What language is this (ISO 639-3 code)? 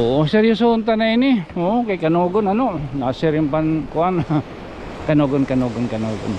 war